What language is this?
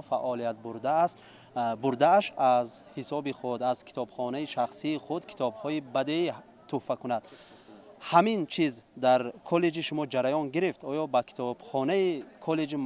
Tajik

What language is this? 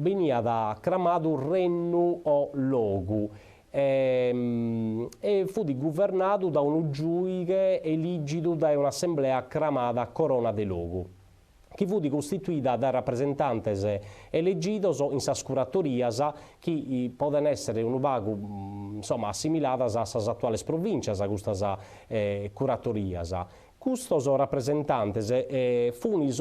Sardinian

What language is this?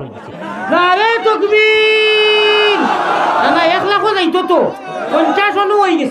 Sylheti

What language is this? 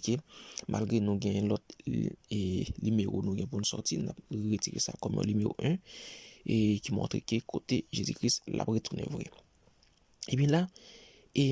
Haitian Creole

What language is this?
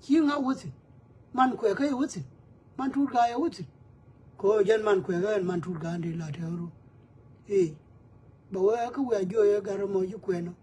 Nuer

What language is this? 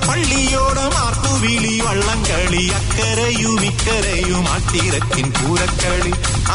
Malayalam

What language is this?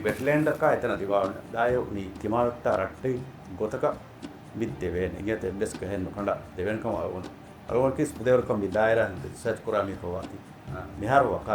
Divehi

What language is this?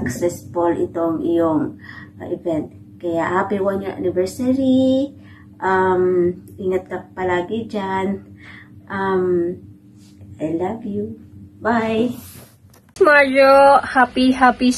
Filipino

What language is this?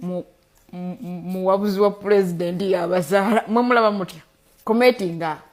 Ganda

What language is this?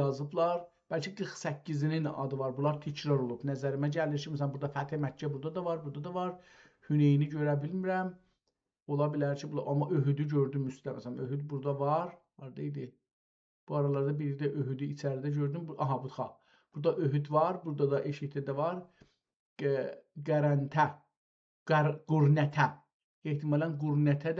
South Azerbaijani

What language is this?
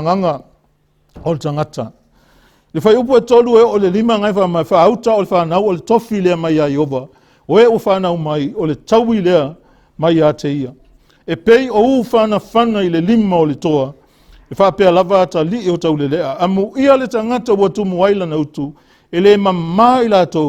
Samoan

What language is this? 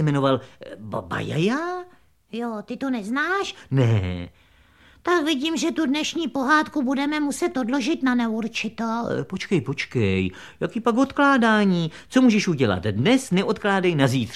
Czech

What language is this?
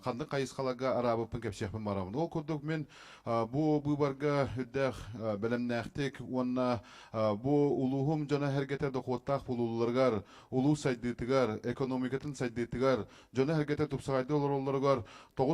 Yakut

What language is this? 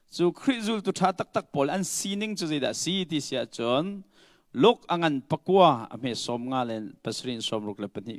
Hakha Chin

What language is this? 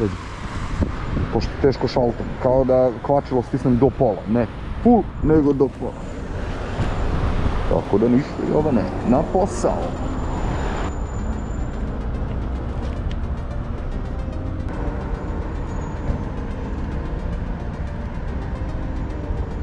Serbian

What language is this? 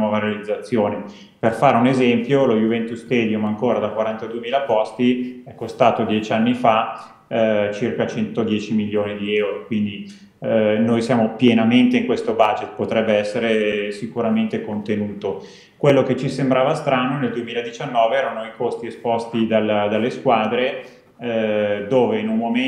Italian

